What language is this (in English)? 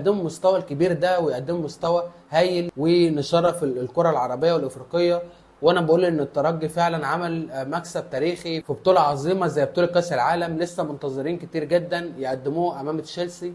Egyptian Arabic